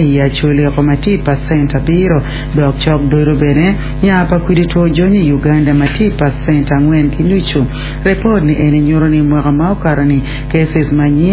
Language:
Acoli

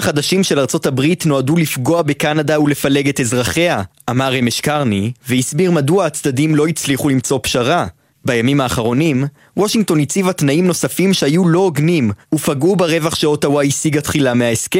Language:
Hebrew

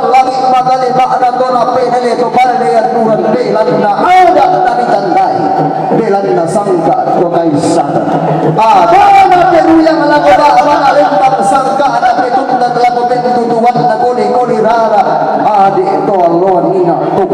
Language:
Toraja-Sa'dan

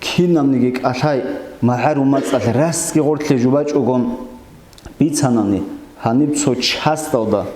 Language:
Avaric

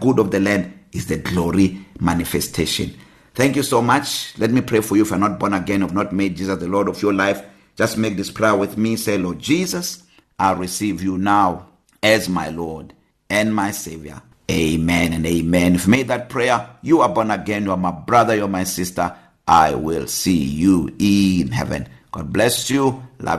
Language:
English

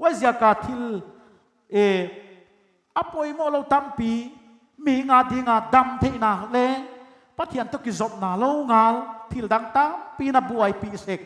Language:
Paite Chin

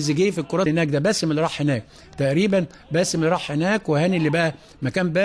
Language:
Egyptian Arabic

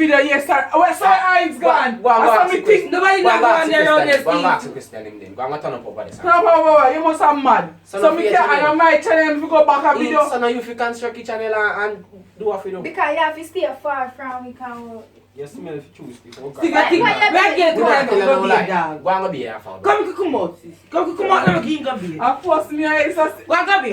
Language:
Jamaican Creole English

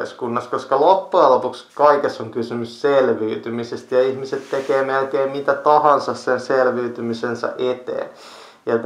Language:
Finnish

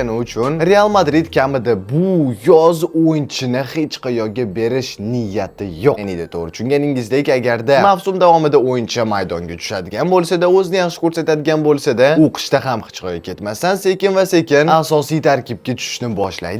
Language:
Uzbek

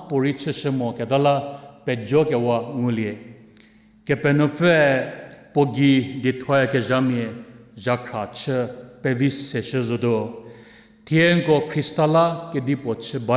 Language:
Angami Naga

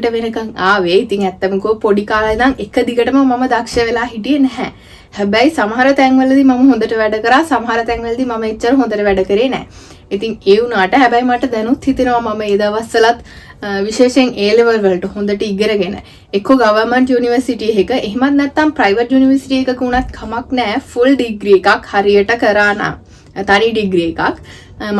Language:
Sinhala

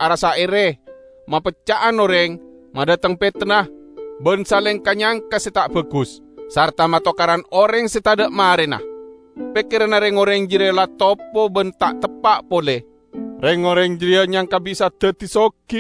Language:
Madurese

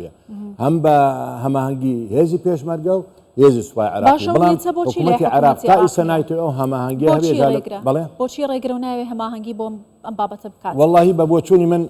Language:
Central Kurdish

